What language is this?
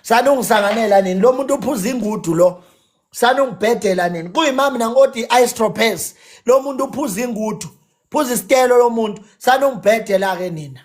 Zulu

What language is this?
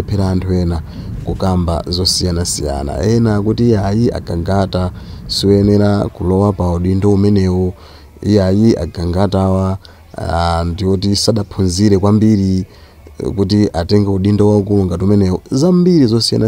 Nyanja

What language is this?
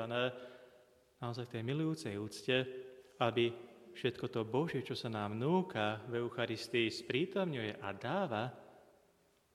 Slovak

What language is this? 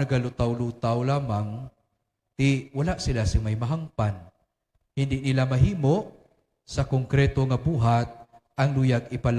Hiligaynon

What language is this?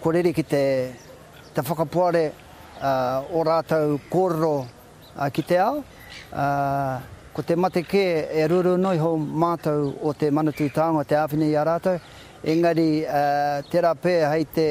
Māori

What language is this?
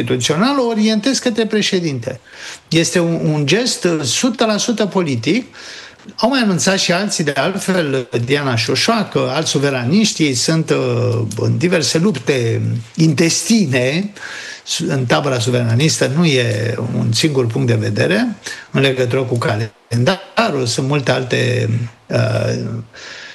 Romanian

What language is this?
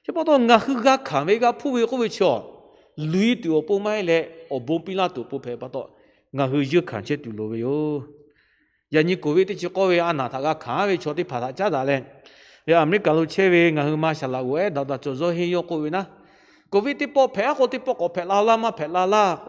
Lahu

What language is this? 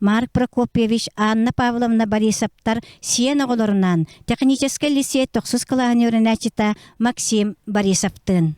Yakut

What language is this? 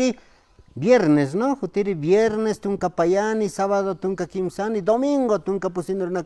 Aymara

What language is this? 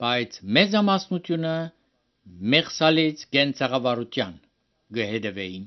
Armenian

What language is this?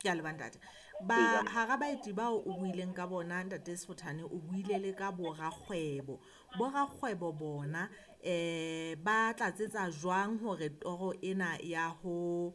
Southern Sotho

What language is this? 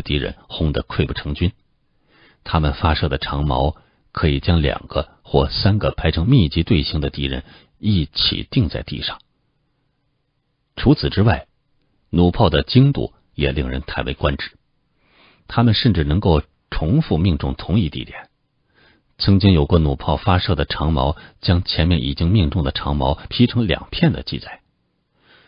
Chinese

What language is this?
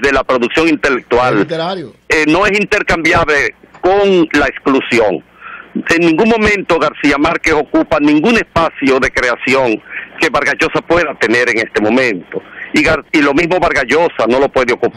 Spanish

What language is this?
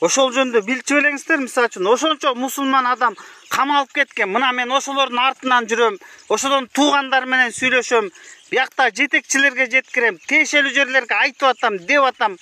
Kyrgyz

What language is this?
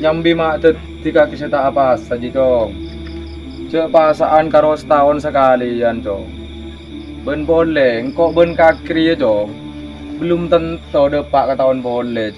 Madurese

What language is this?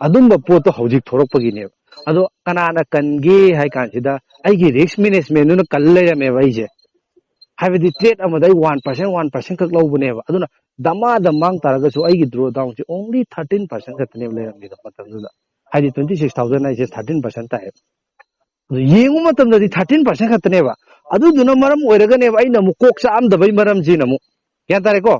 Manipuri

